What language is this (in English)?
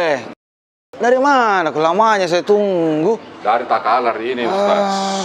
Makassar Malay